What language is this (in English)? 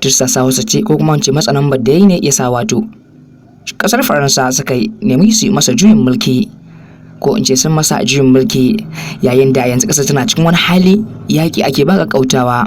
Hausa